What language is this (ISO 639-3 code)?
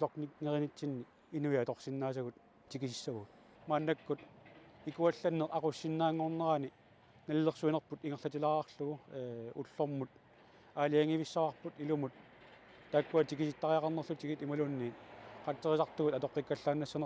kal